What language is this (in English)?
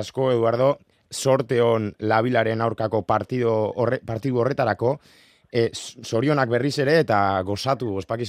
Basque